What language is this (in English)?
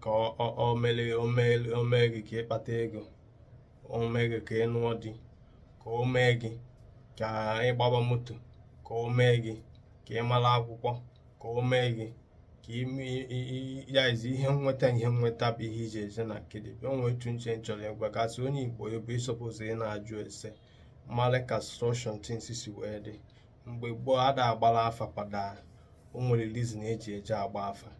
Igbo